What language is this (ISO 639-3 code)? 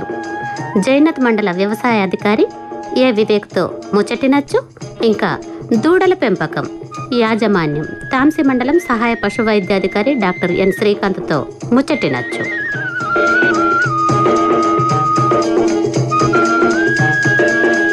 tel